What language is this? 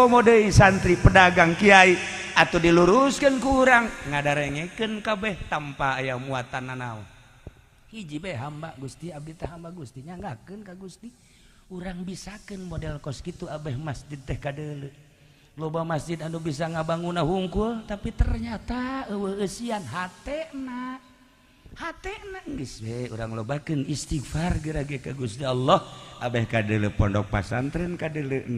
Sundanese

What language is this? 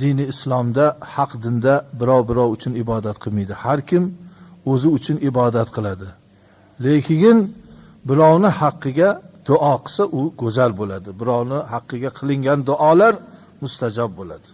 Uzbek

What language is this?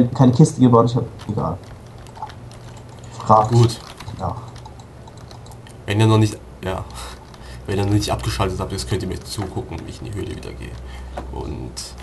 German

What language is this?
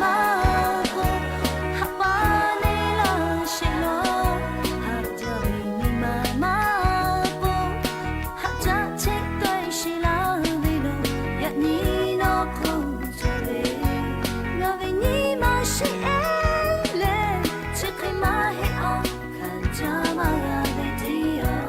Lahu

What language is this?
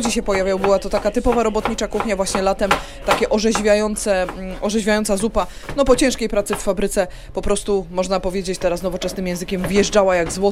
Polish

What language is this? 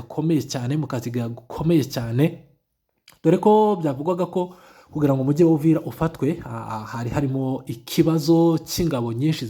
Kinyarwanda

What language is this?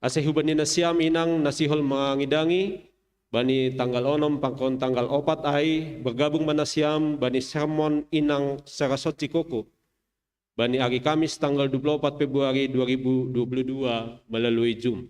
Batak Simalungun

